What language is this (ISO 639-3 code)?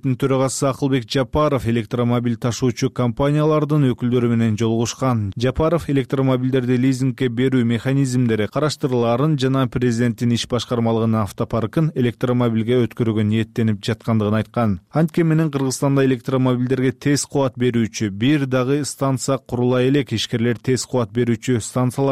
kir